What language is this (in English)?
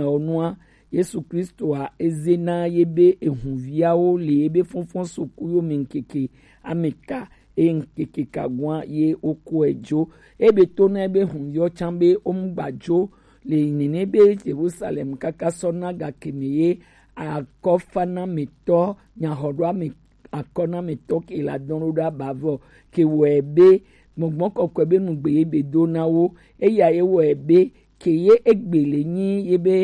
Gen